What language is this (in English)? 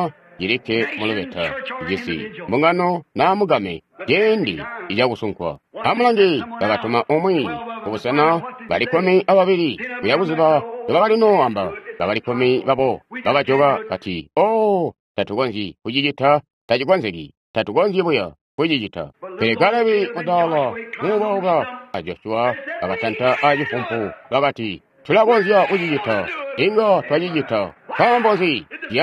Tonga (Zambia)